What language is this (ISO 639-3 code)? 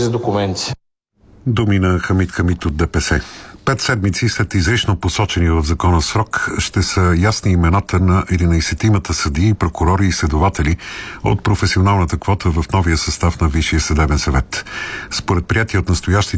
bul